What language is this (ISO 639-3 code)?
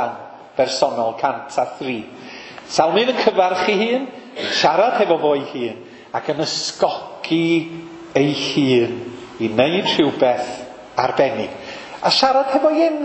cym